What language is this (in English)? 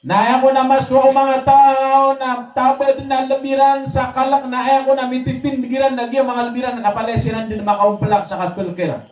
Maranao